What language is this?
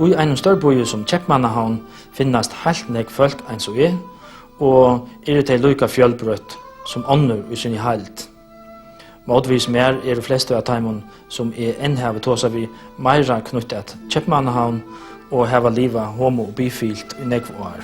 Faroese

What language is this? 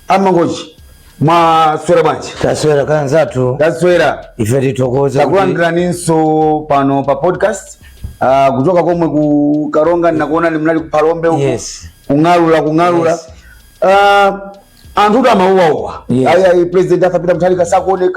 Nyanja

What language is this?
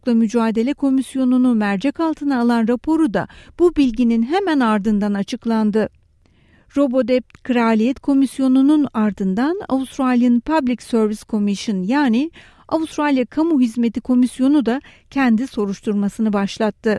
Turkish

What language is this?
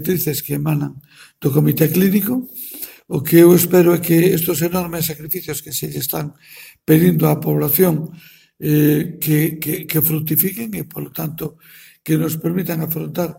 Galician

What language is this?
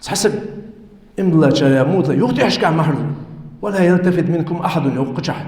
Ingush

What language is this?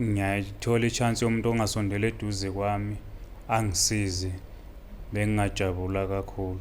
Zulu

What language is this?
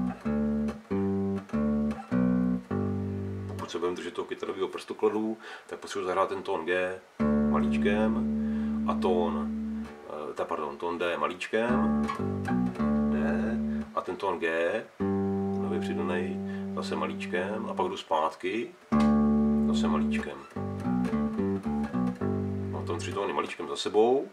Czech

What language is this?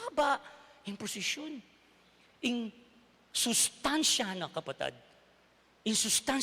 Pampanga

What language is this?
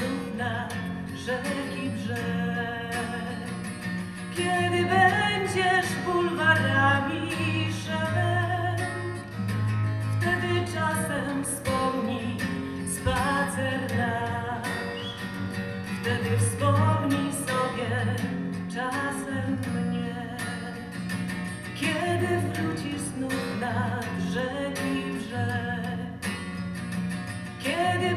Polish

